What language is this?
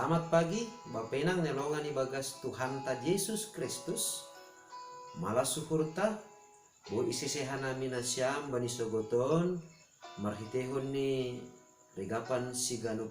Batak Simalungun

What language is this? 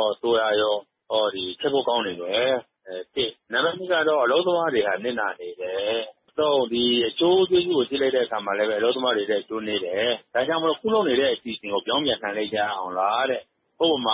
Burmese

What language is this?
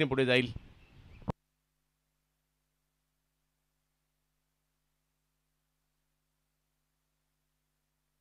Marathi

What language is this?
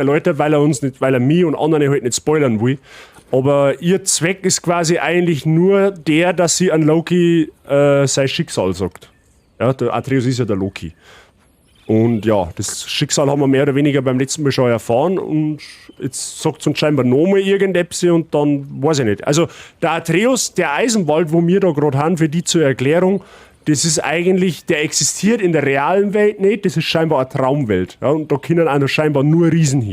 Bavarian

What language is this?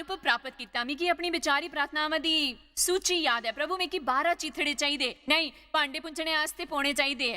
Dogri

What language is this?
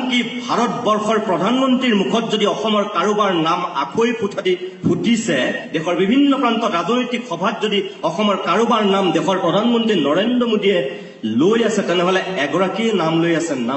Assamese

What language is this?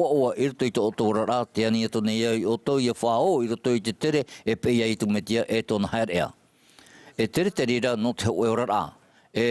Tahitian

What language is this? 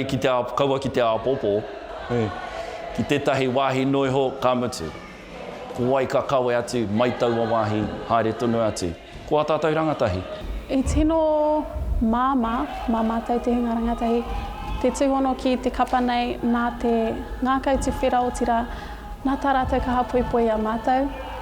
Māori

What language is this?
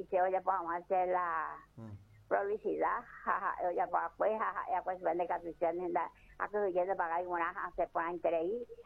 Guarani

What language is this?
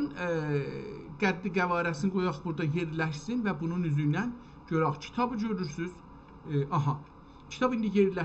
South Azerbaijani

